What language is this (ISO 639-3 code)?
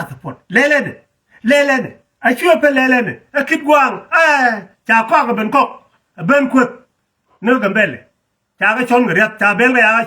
nus